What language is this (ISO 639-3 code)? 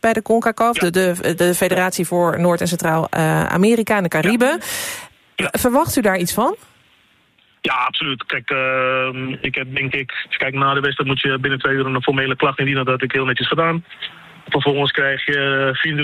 nld